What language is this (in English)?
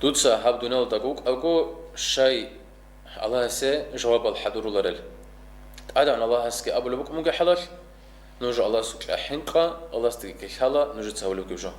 Avaric